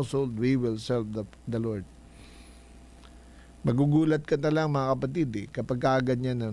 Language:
Filipino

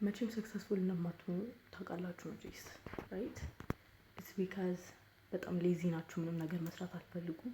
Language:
Amharic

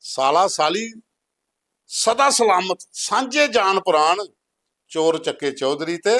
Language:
Dogri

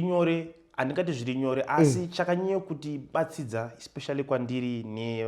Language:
Shona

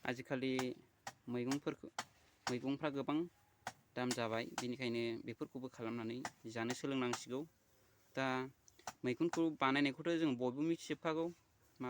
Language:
Bodo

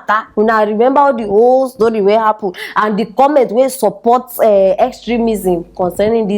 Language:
Nigerian Pidgin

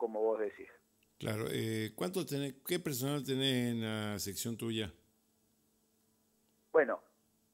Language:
Spanish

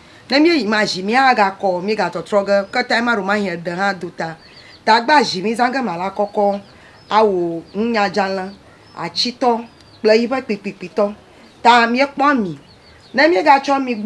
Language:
Ewe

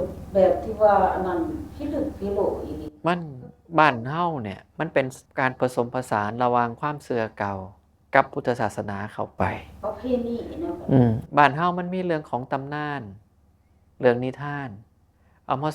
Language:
Northeastern Thai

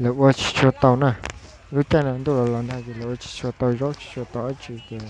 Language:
Hmong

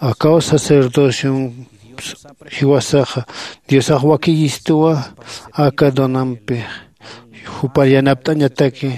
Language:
Aymara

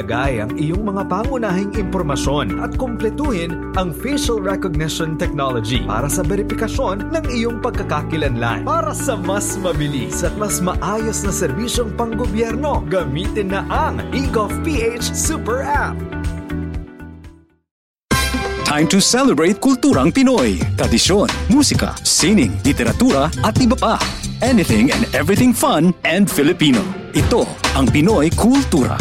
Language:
Filipino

